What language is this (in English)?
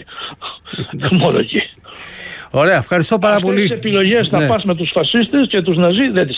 Greek